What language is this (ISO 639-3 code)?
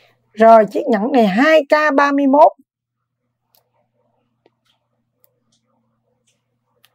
vie